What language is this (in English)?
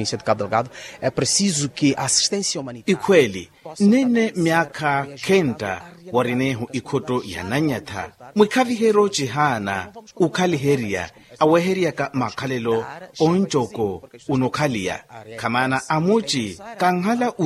Makhuwa